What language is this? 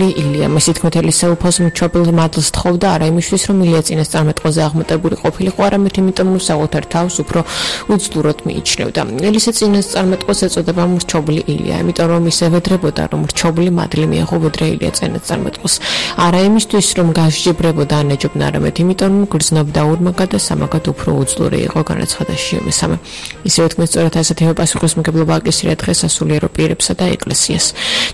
Georgian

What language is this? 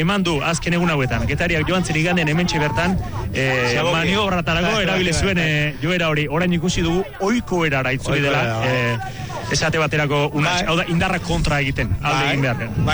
Basque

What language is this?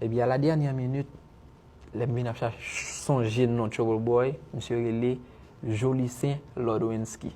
Haitian Creole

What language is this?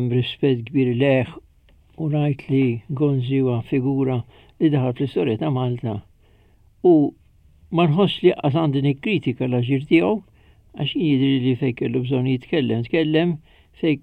Maltese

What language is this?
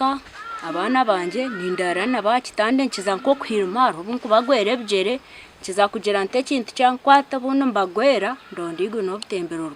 Nyankole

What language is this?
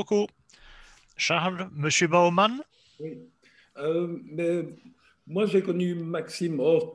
French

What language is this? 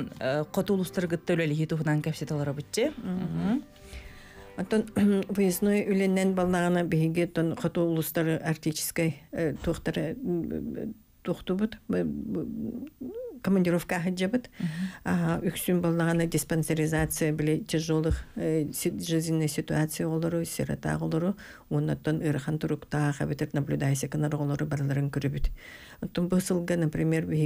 Yakut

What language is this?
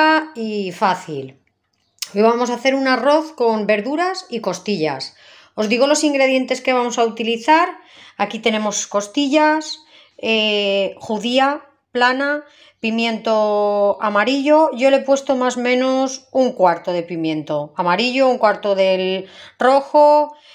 Spanish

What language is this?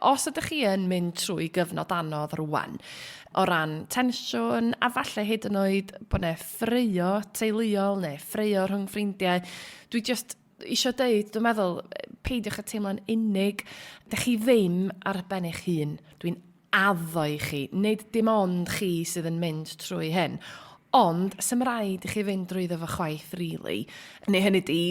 Welsh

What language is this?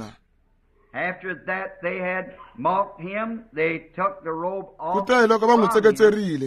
Tsonga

